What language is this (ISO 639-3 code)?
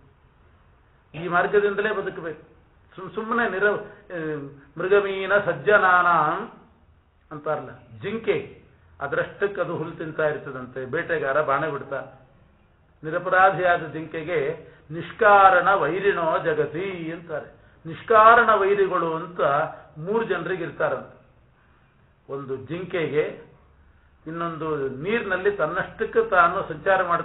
kan